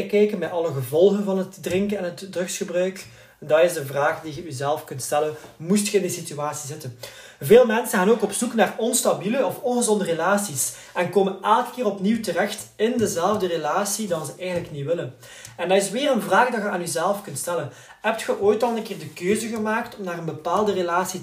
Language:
Dutch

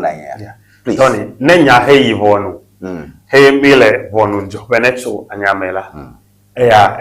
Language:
Ewe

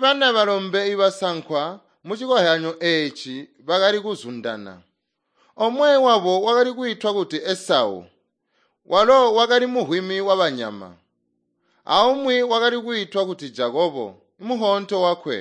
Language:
Tonga (Zambia)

